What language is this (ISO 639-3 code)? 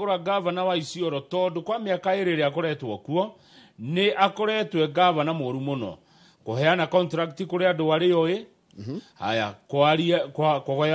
kik